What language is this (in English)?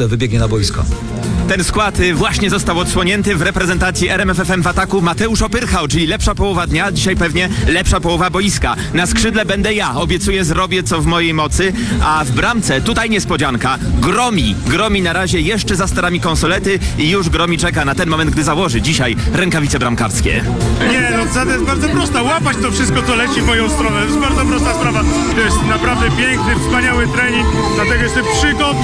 Polish